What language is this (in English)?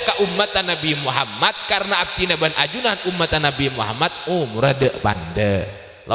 Madurese